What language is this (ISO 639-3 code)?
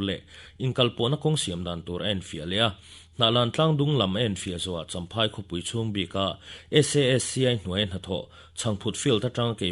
lus